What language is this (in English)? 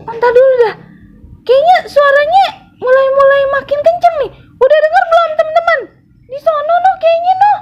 Betawi